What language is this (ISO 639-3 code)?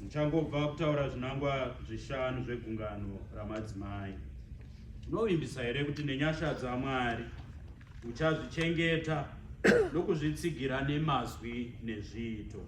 sna